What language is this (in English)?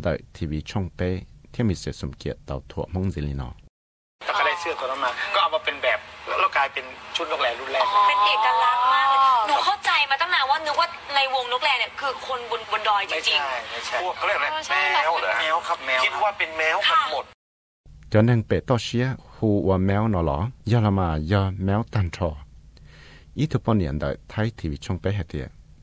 Thai